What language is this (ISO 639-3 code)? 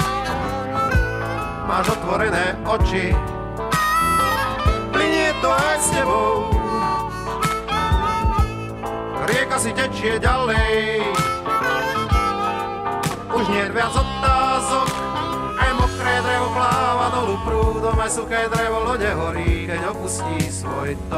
slk